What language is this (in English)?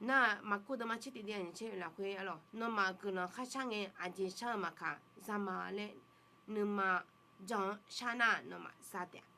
Akha